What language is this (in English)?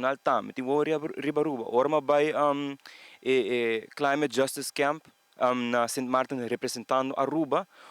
Papiamento